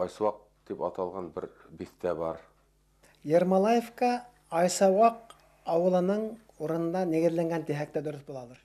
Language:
Bashkir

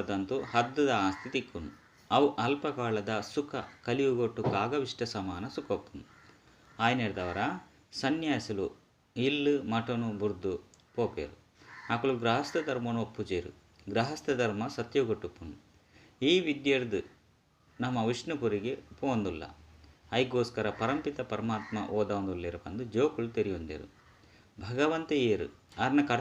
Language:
Tulu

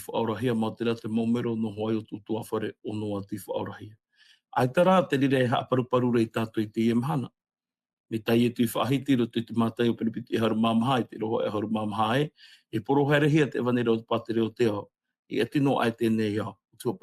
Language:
Tahitian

